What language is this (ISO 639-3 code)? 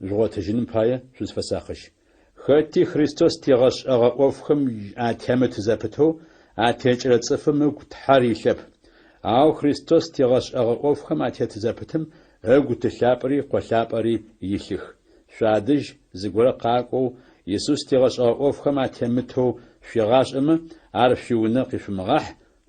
ady